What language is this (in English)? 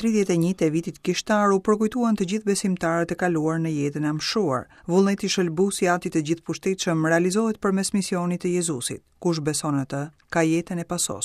Albanian